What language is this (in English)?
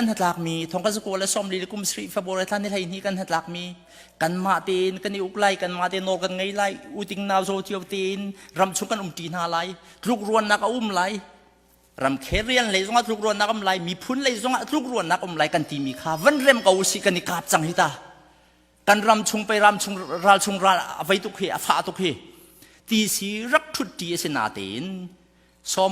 Hakha Chin